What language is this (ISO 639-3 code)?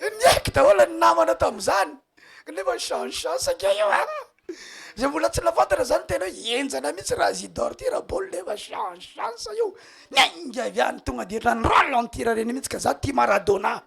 mlg